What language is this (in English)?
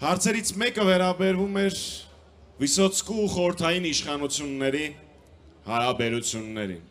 Armenian